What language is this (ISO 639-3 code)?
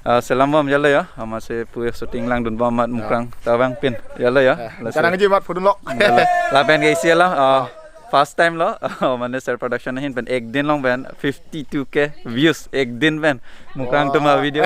mjw